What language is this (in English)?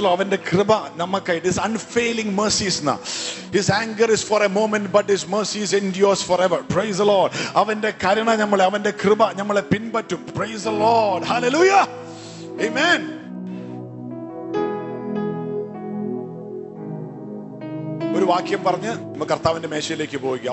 Malayalam